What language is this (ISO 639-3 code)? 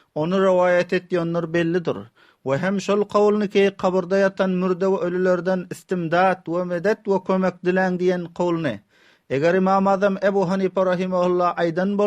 tuk